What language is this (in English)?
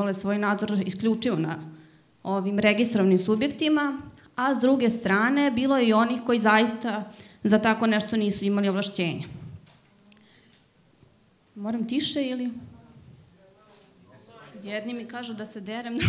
Serbian